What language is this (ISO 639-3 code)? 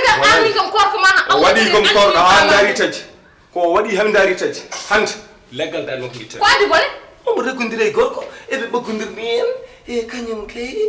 ful